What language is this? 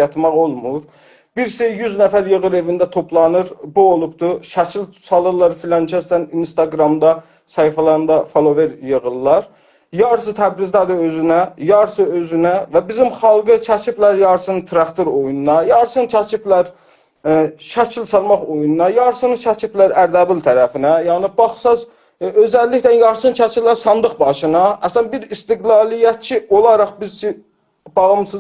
South Azerbaijani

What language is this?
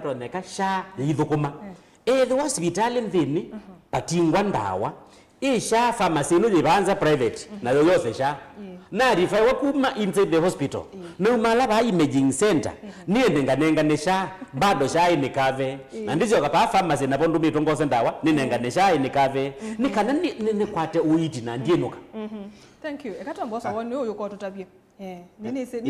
Kamba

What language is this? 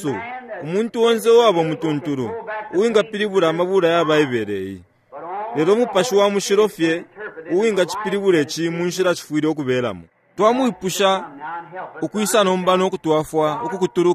Bemba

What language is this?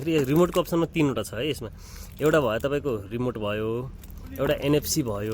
Nepali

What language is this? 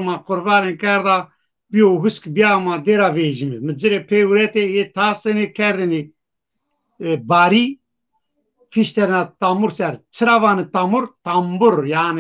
Zaza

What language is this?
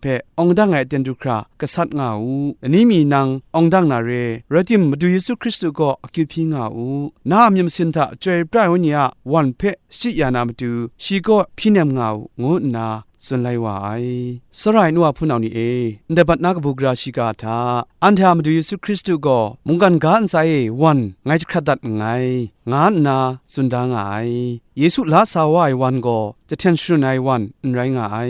Kachin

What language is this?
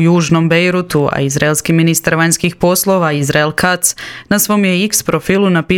Croatian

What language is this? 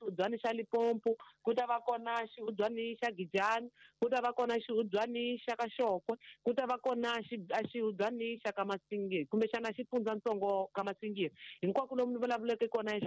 Tsonga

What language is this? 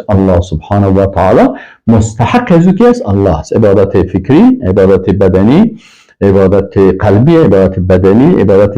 Persian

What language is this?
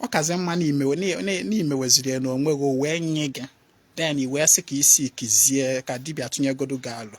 Igbo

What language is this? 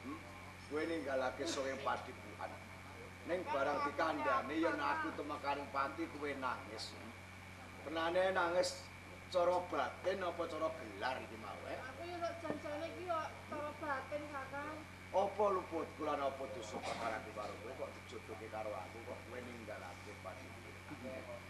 Javanese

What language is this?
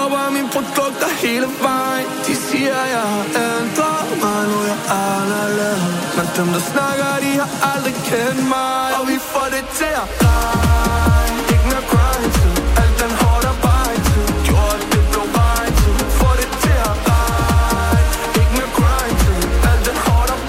Danish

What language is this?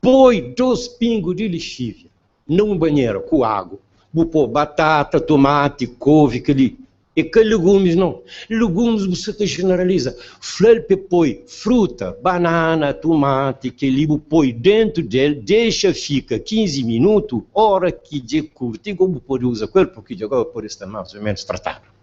Kabuverdianu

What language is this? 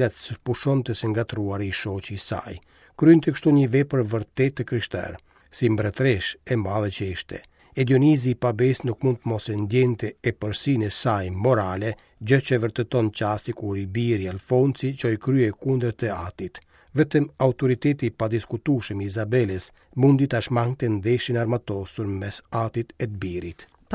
Albanian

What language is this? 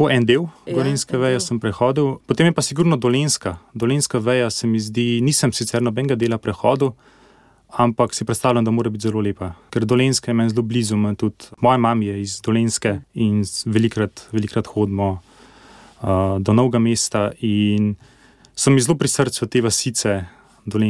Slovenian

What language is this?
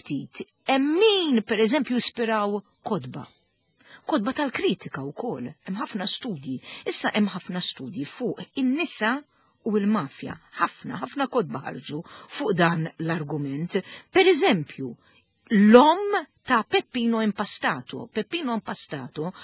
Maltese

